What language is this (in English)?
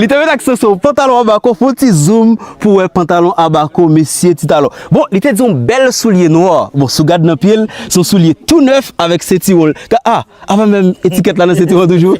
Haitian Creole